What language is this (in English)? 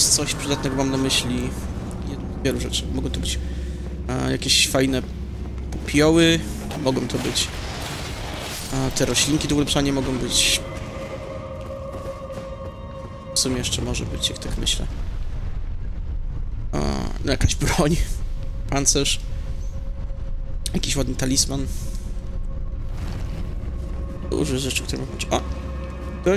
Polish